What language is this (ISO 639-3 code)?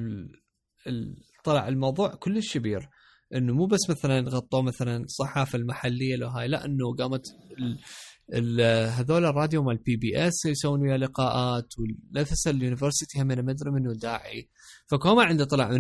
acm